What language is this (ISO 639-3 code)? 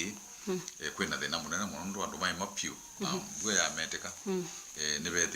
kam